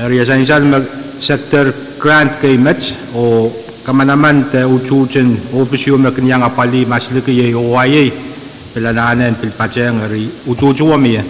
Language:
Pohnpeian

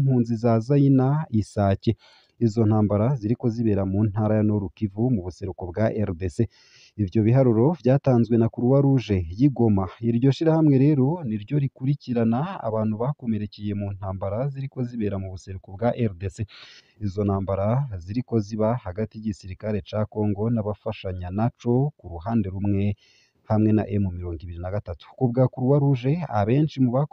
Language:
Rundi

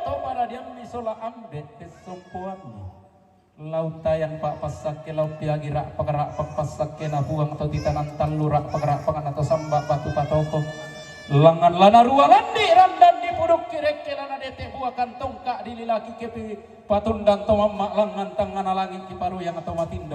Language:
Toraja-Sa'dan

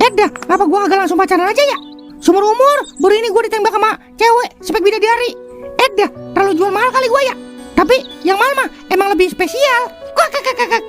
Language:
Betawi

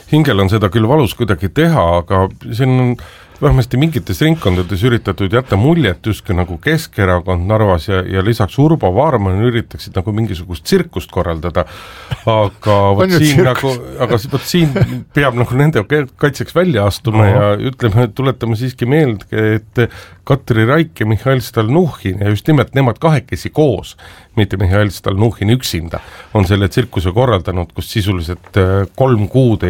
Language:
Estonian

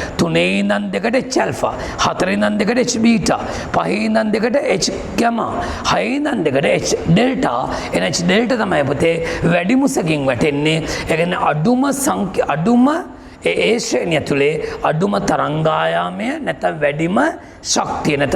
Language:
Sinhala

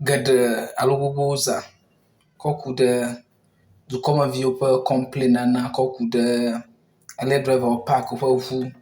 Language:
Ewe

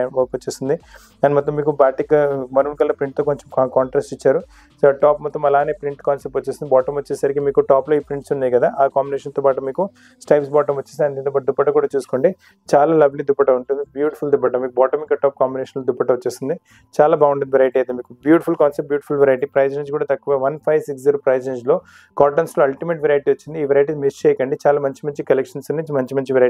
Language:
Telugu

